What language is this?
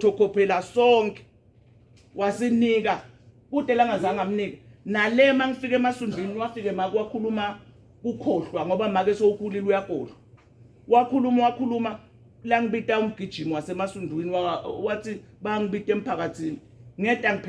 Zulu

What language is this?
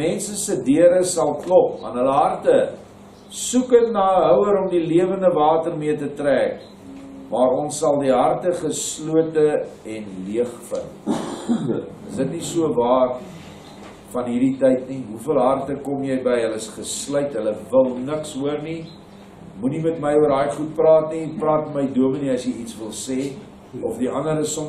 Afrikaans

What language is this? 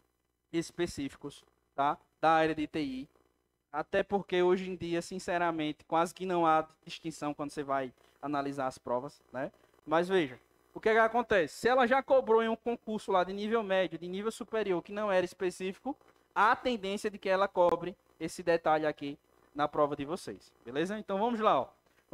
Portuguese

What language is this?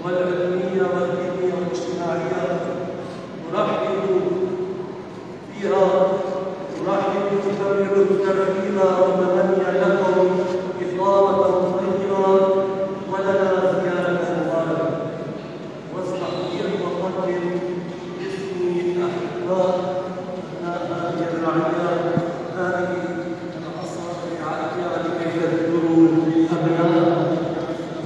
Arabic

